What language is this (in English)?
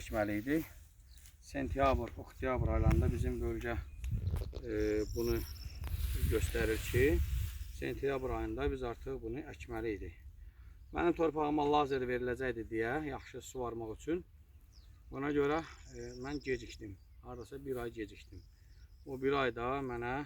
Azerbaijani